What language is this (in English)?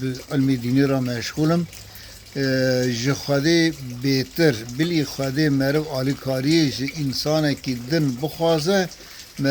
Kurdish